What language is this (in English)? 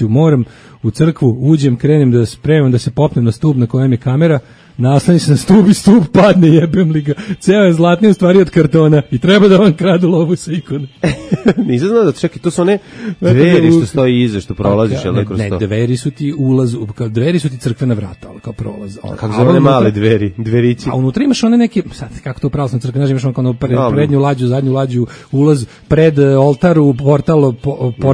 Serbian